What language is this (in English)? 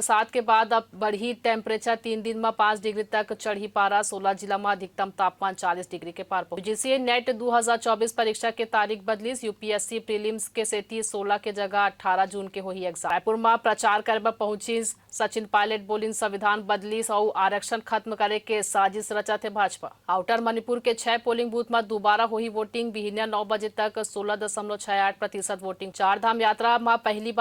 Chhattisgarhi